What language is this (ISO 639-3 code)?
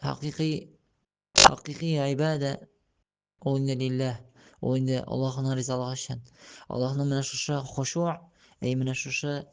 tat